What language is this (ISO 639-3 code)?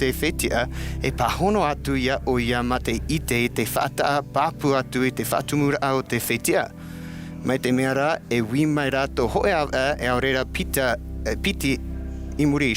tah